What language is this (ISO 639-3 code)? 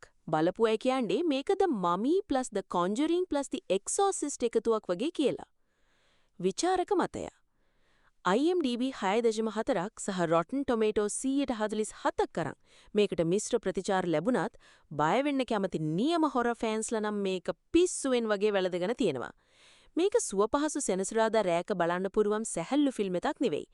sin